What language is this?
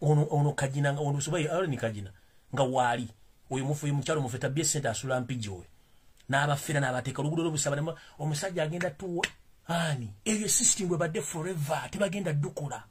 Ganda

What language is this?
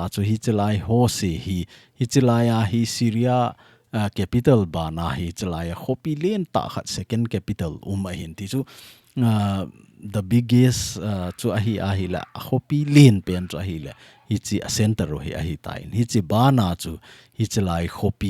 Thado Chin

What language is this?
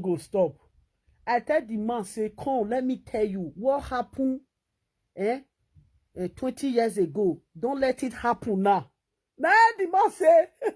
Nigerian Pidgin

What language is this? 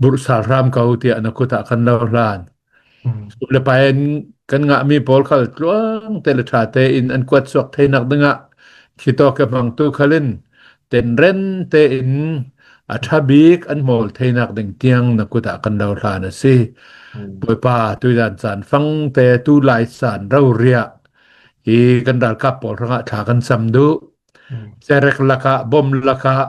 Hakha Chin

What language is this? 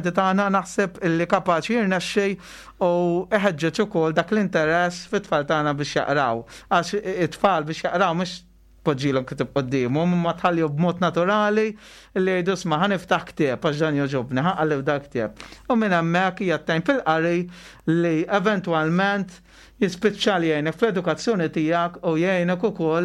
Maltese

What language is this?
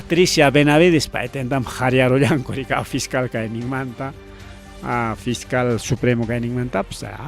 Ayacucho Quechua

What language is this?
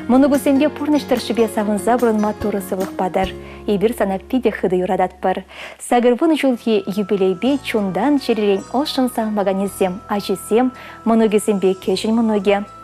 Chuvash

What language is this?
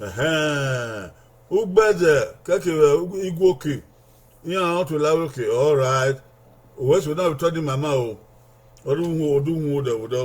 Bini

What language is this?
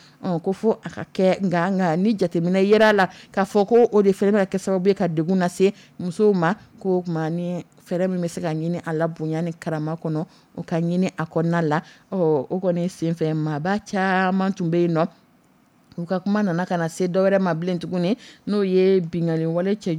Dyula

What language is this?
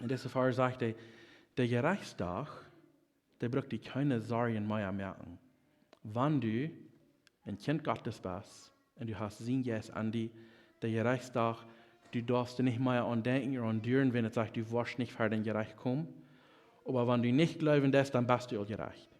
Plautdietsch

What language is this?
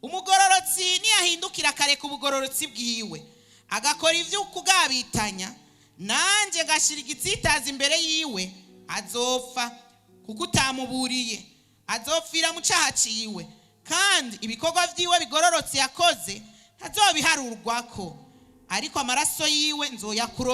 Rundi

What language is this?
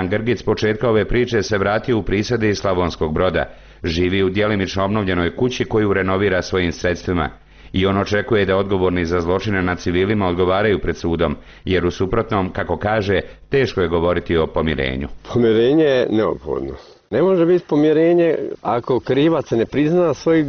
Bosnian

